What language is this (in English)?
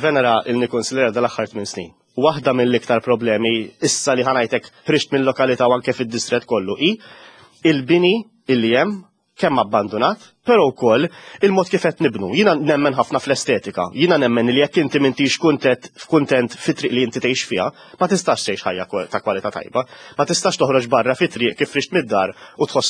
Maltese